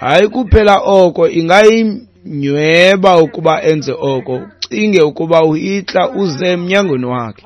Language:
Xhosa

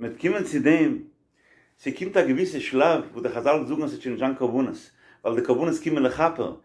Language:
Yiddish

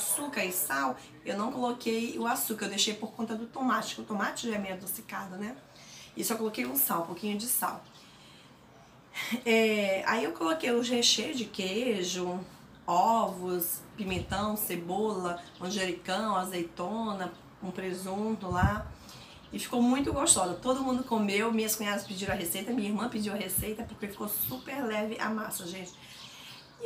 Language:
Portuguese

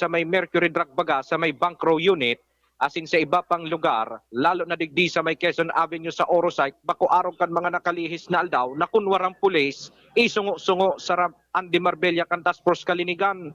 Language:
Bikol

